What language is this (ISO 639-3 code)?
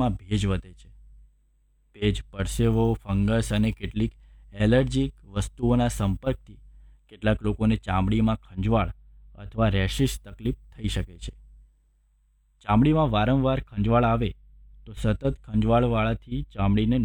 guj